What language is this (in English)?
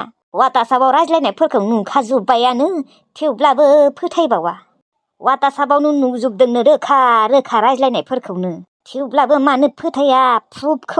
Bodo